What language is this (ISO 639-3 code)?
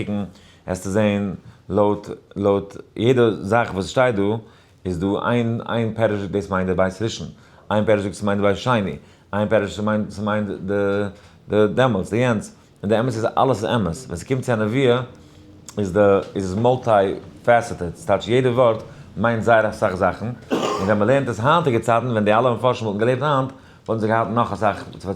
yid